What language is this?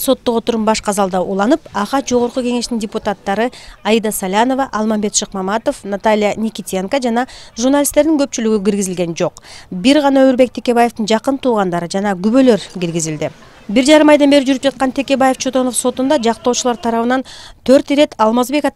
Kyrgyz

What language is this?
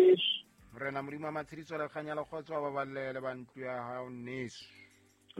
Southern Sotho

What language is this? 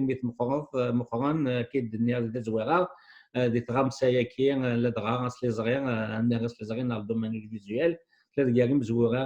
Kabyle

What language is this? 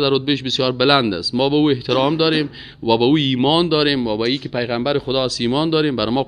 Persian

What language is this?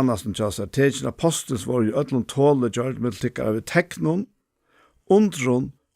Faroese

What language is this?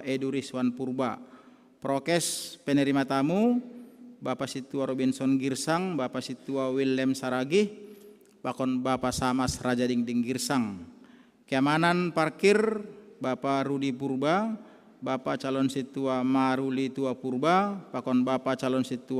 Batak Simalungun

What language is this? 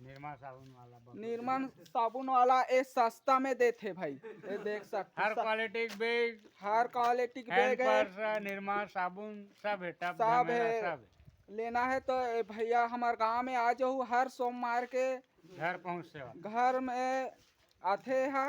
Chhattisgarhi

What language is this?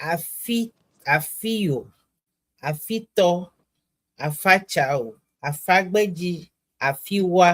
Ewe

